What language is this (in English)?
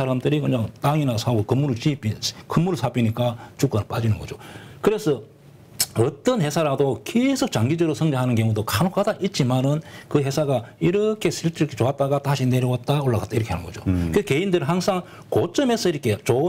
Korean